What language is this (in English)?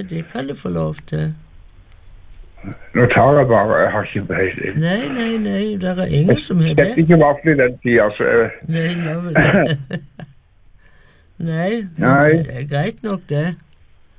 Norwegian